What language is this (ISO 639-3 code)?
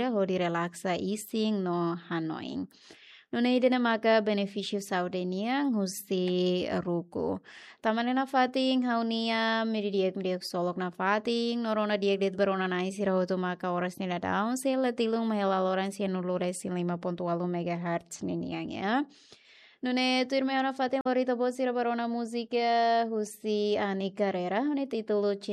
tet